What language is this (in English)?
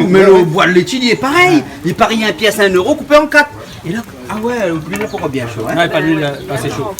Réunion Creole French